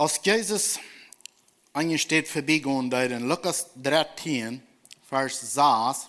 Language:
Plautdietsch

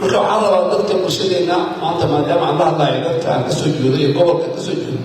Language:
Somali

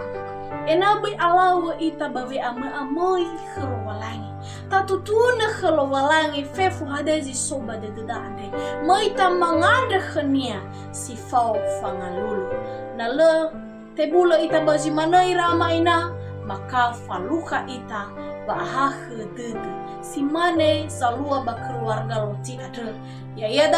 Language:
Nias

